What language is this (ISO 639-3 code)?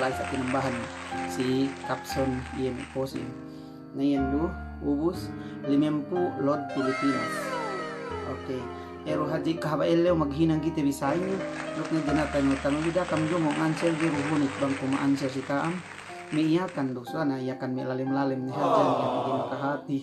yka